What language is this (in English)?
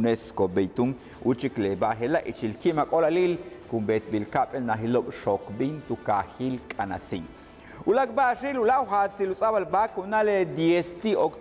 Yucateco